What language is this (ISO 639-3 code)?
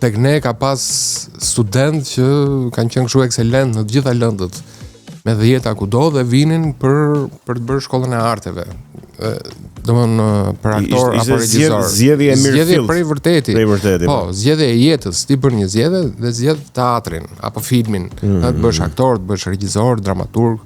sqi